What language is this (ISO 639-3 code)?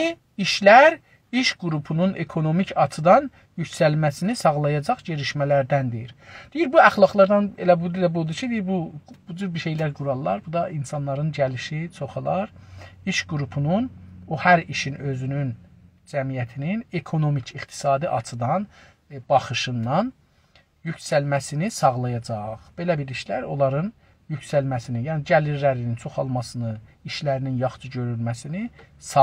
azb